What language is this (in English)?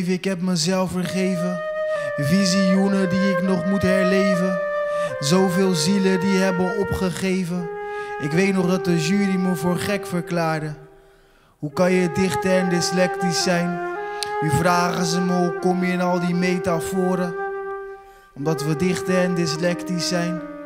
Dutch